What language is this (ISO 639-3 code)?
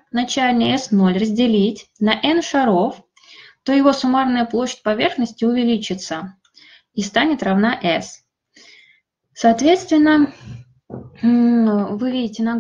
rus